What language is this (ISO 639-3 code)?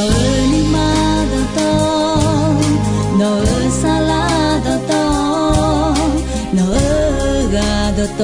ahk